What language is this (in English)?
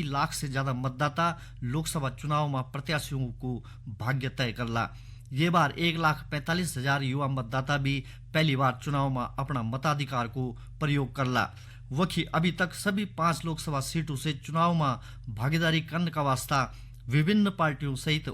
Garhwali